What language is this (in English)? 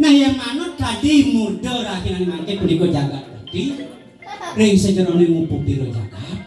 Balinese